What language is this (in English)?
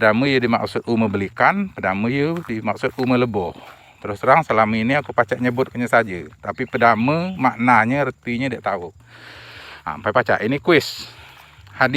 Musi